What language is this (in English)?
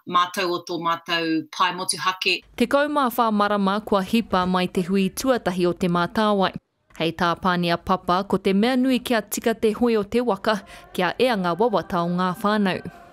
Māori